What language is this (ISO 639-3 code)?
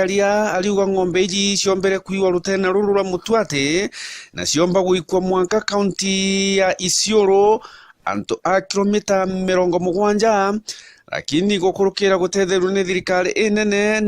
mer